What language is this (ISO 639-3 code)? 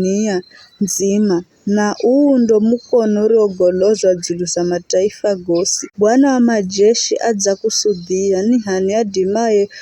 nyf